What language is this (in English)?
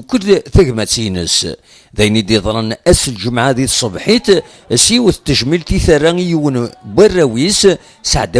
Kabyle